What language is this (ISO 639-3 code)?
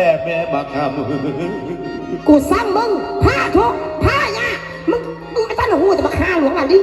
lao